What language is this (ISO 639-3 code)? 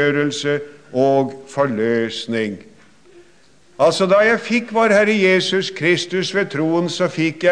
nor